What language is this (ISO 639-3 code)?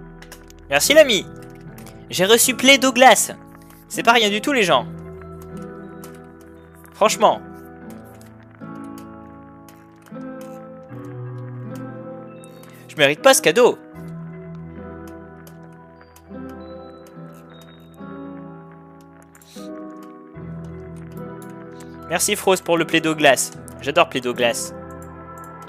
fra